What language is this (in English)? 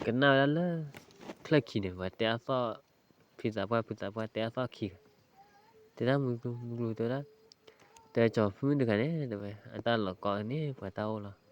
S'gaw Karen